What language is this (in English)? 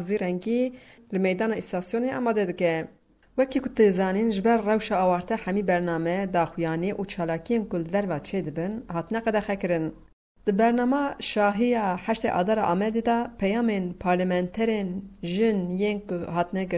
Kurdish